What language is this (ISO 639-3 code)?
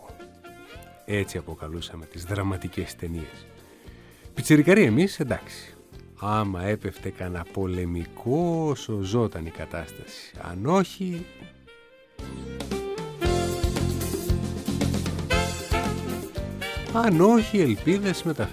ell